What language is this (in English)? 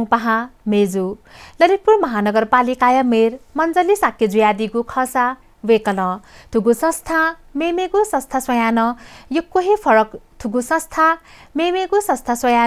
Newari